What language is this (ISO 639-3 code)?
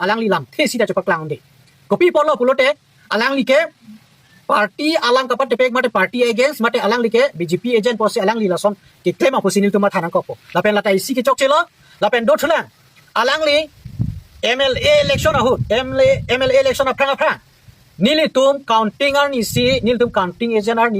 mjw